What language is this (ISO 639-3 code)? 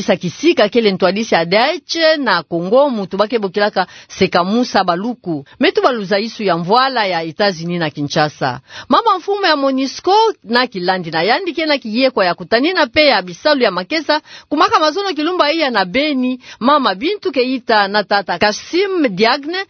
ktu